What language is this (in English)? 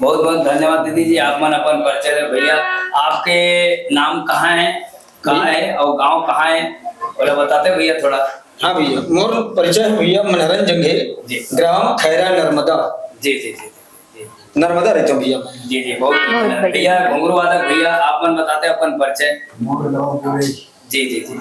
Chhattisgarhi